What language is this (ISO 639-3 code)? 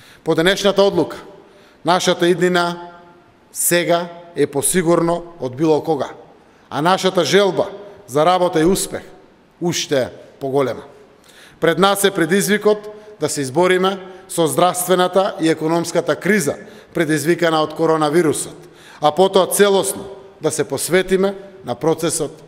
mkd